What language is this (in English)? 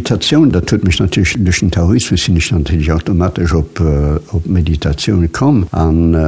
Luxembourgish